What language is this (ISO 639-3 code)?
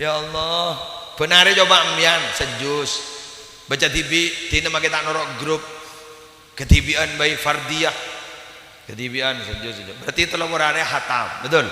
mad